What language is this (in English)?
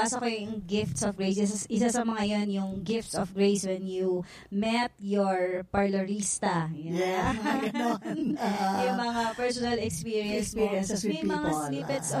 Filipino